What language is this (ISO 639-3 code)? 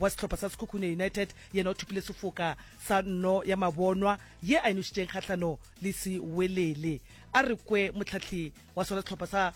nso